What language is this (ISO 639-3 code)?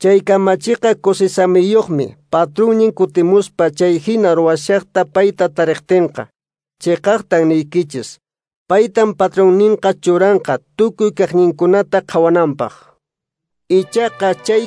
que